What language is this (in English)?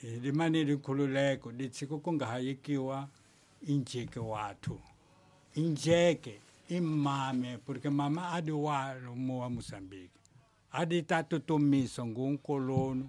Tsonga